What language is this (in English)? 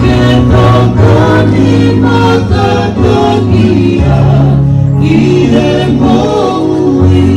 Tongan